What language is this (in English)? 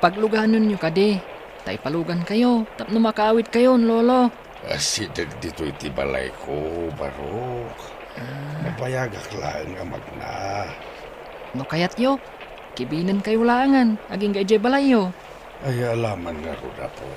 Iloko